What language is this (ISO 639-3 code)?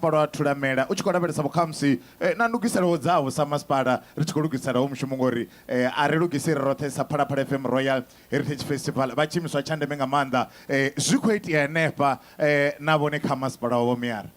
ven